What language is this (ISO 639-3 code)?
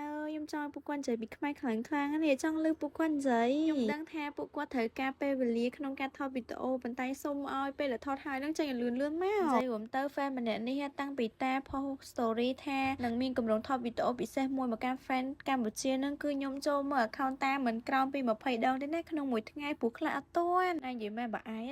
khm